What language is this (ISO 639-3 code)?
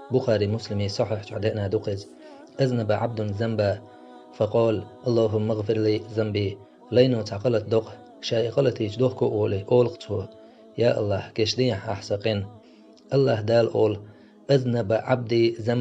che